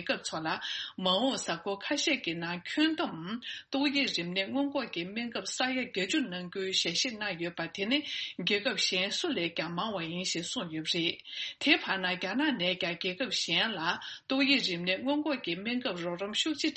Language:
Tibetan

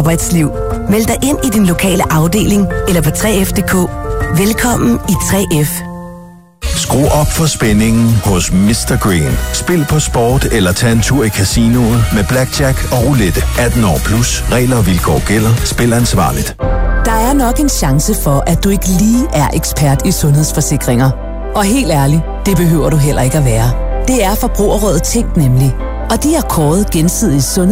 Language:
Danish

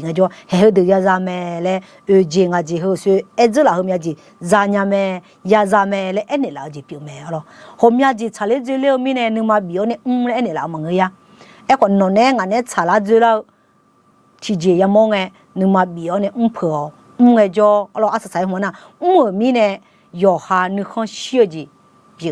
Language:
Akha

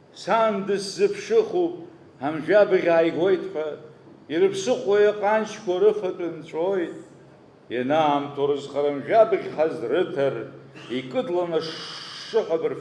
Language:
Abkhazian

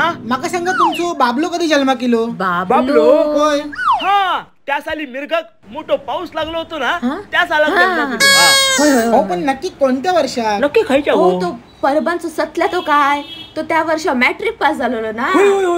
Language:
Konkani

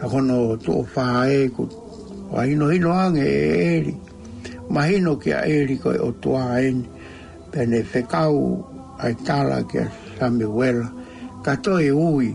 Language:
Tongan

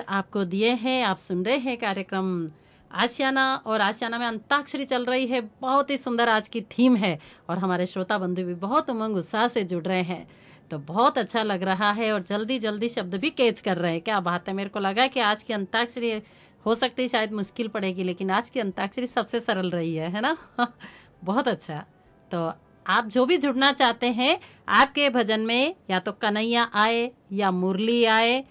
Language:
Hindi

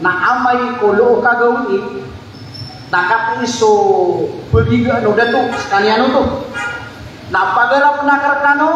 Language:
Maranao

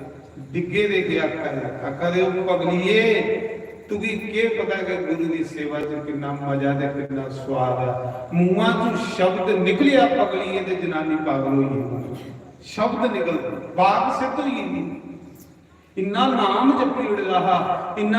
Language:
Dogri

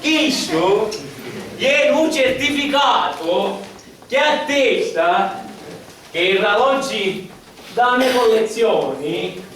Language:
Sicilian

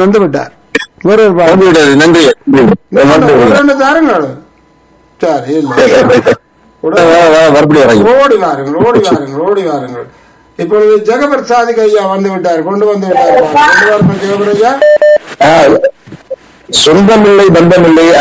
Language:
Tamil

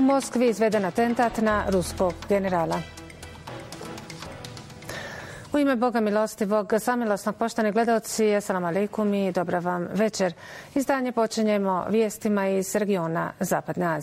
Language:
Bosnian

